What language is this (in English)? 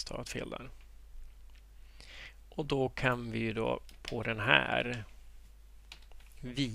Swedish